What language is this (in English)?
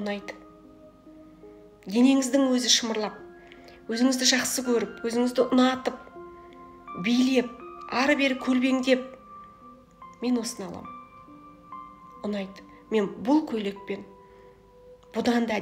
Kazakh